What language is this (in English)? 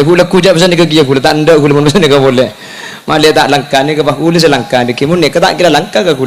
Madurese